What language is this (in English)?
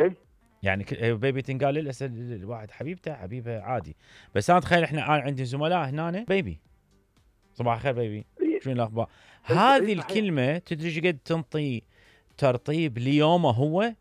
Mesopotamian Arabic